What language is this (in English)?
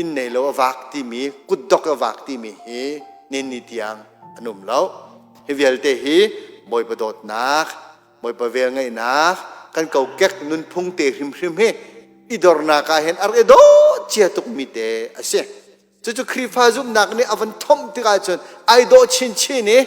Hakha Chin